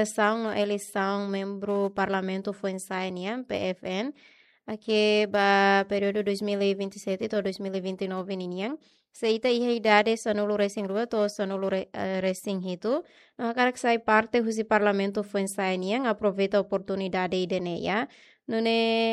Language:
Tetum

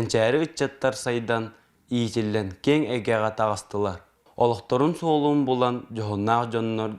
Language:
Yakut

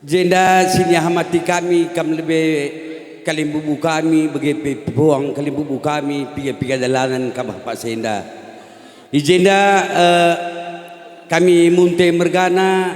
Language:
Batak Karo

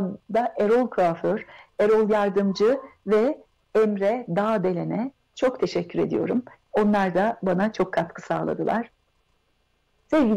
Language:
Turkish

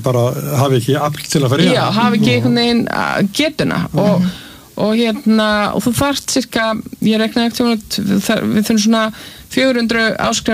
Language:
Icelandic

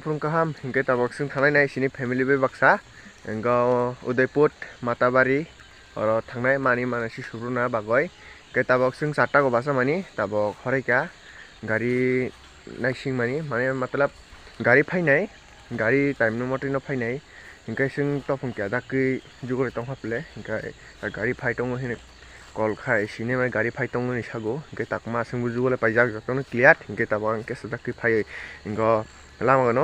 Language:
Kok Borok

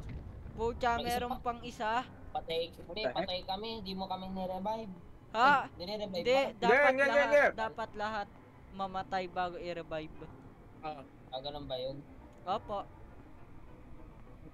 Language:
Filipino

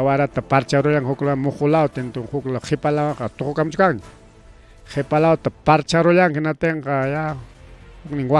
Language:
Ayacucho Quechua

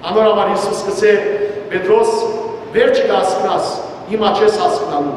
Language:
Western Armenian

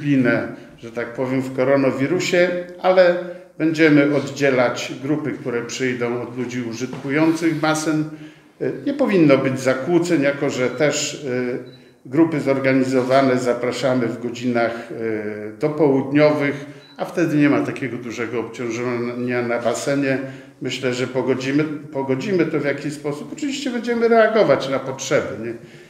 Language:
Polish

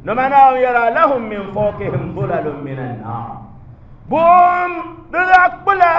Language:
Dagbani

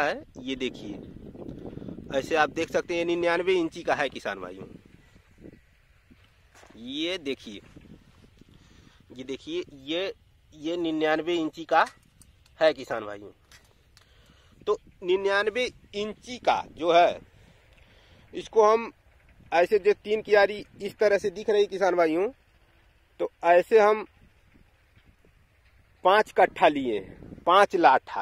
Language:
Hindi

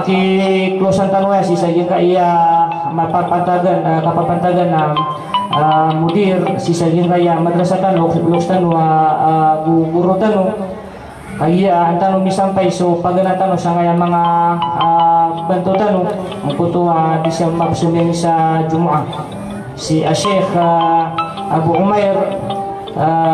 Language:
Maranao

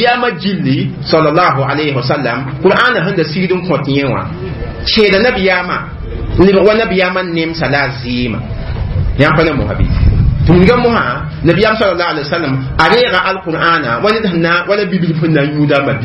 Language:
Mossi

